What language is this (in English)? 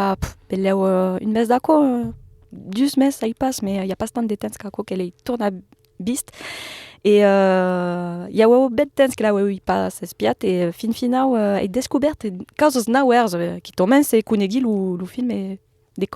Occitan